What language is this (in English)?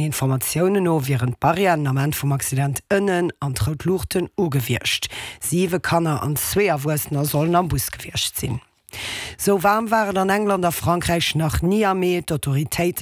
Luxembourgish